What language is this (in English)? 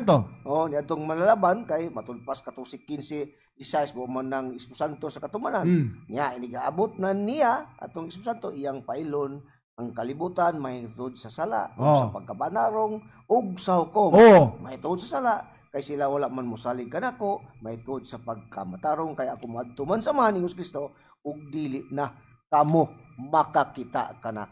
Cebuano